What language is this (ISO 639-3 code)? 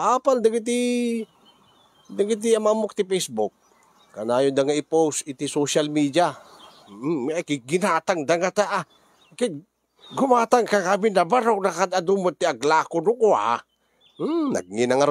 ilo